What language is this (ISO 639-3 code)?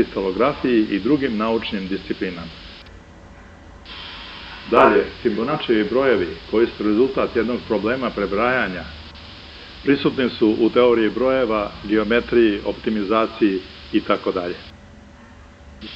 srp